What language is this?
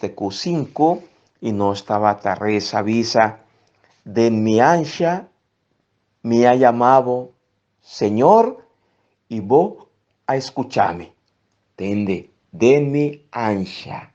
Papiamento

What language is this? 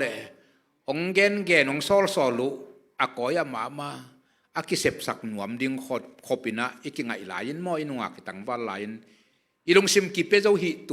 Tedim Chin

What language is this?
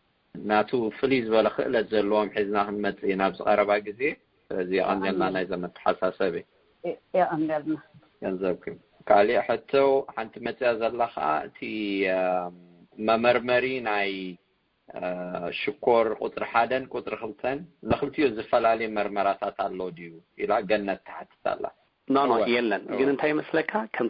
Tigrinya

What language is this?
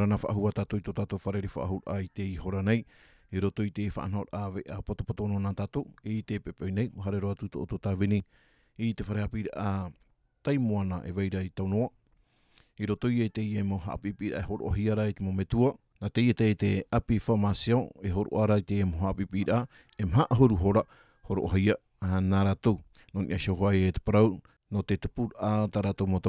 Tahitian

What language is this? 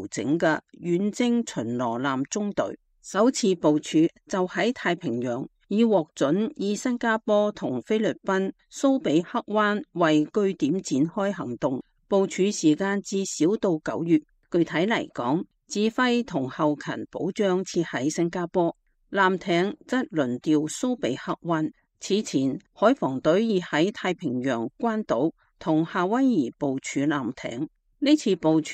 Cantonese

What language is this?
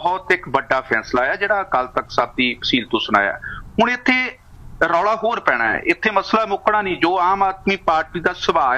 Punjabi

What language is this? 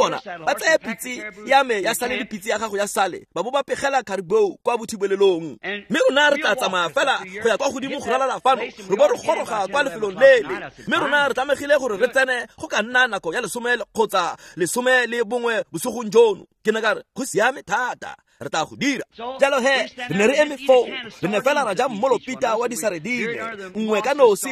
Tswana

